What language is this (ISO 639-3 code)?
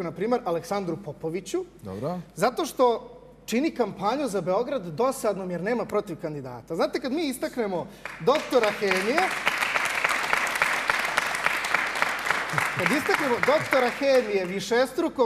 srp